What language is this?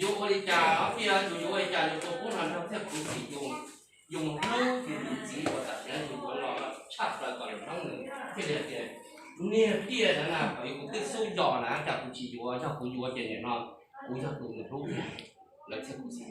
Hmong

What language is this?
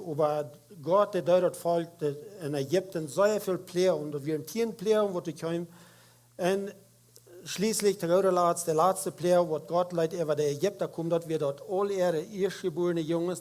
Plautdietsch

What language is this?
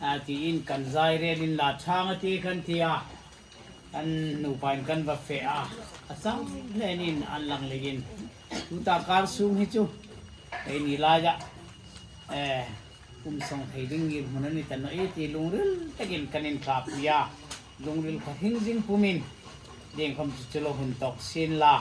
Hmar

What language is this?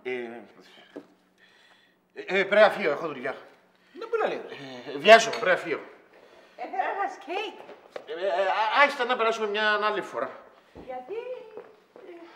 Greek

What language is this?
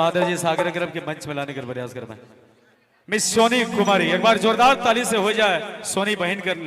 Sadri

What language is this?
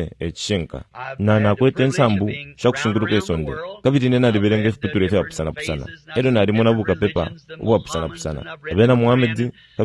Bemba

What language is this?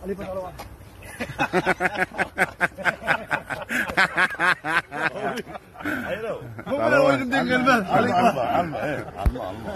Turkmen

